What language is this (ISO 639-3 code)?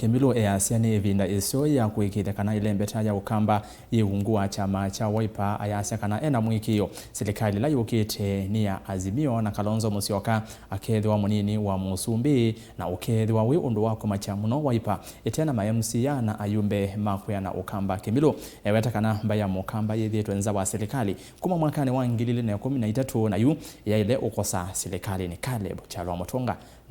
kam